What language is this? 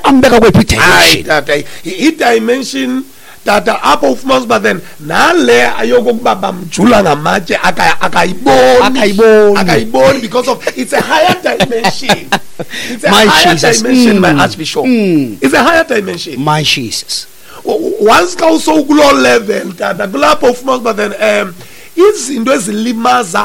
Xhosa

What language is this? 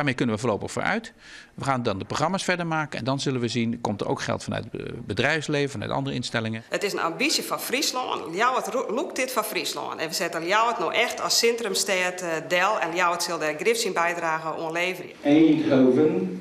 Western Frisian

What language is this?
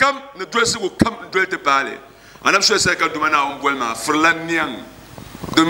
Dagbani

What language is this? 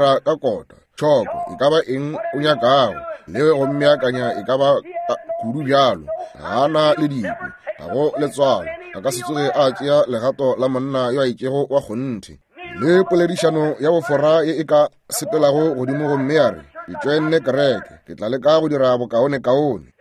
Northern Sotho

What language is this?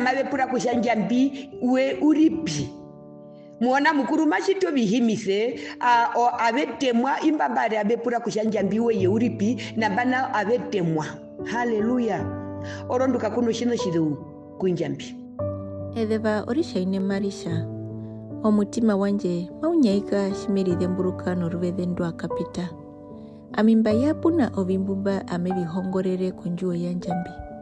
Herero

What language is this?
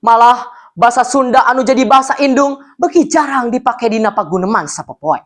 Sundanese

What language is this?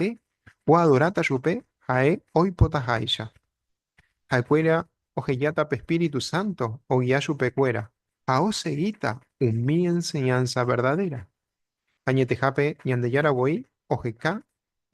Guarani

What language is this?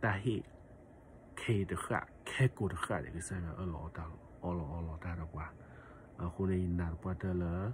S'gaw Karen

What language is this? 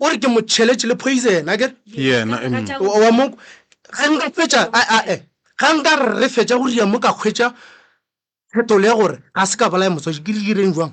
Northern Sotho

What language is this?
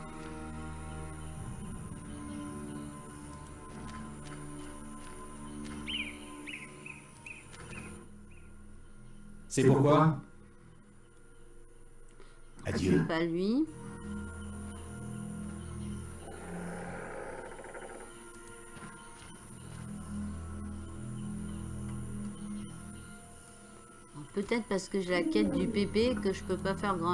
French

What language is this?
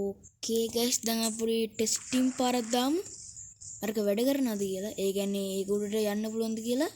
Sinhala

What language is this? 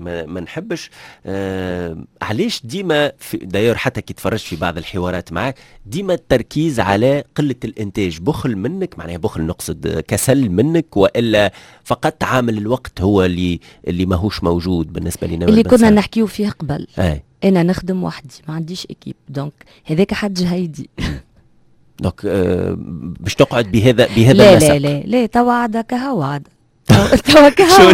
Tunisian Arabic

